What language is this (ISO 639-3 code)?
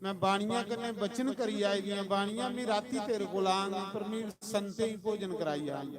doi